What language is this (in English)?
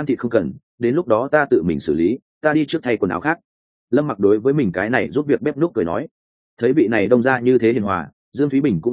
Vietnamese